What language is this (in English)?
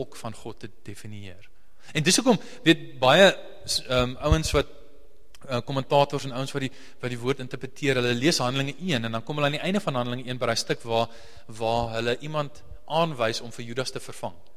Afrikaans